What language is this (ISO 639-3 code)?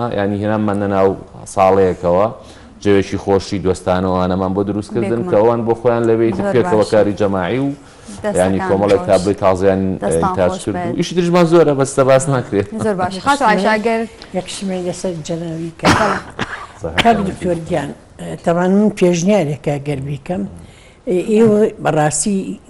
ckb